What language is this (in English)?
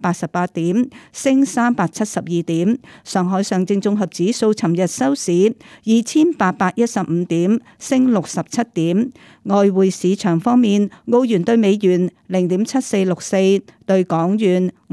Cantonese